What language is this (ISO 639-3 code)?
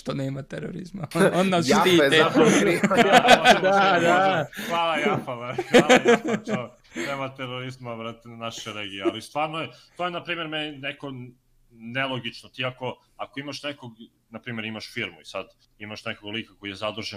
srp